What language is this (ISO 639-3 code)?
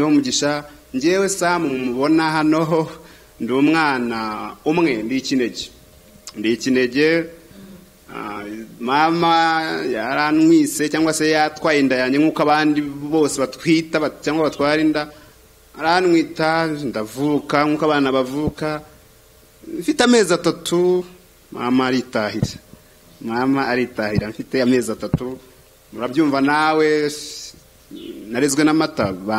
kin